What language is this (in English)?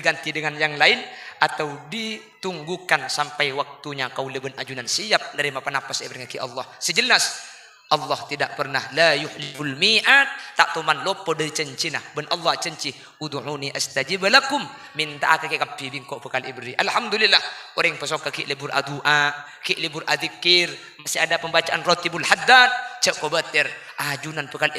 Madurese